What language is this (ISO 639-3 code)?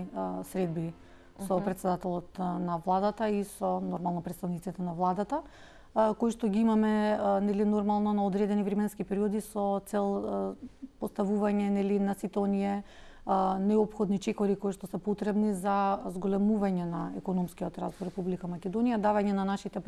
mkd